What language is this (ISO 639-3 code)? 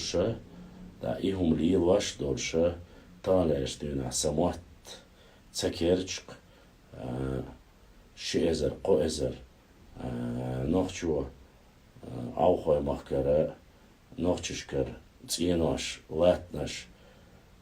che